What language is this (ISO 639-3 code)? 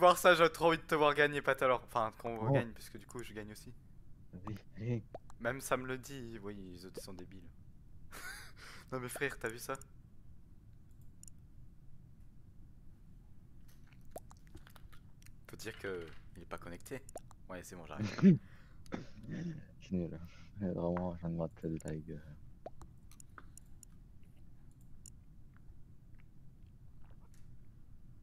fra